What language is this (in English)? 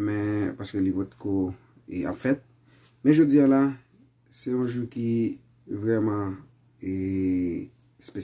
Haitian Creole